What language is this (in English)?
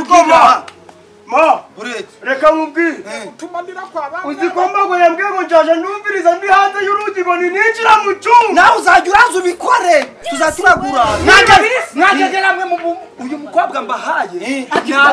Kinyarwanda